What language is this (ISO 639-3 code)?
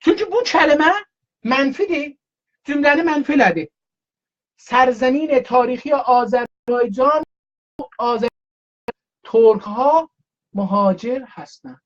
azb